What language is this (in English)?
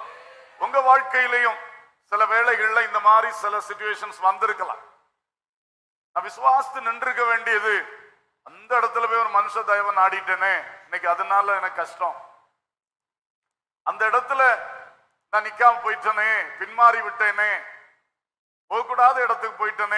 Tamil